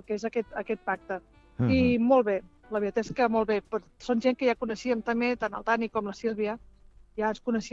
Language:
Catalan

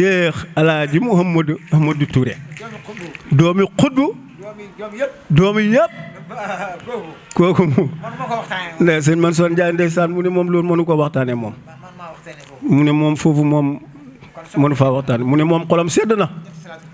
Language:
Wolof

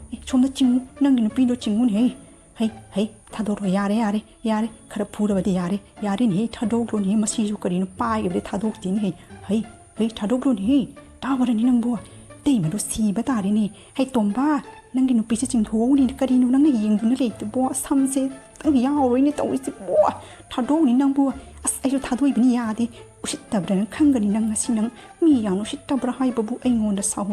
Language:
Manipuri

